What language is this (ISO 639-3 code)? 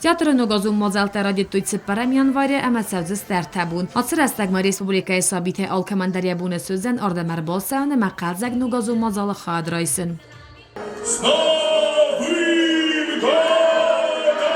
oss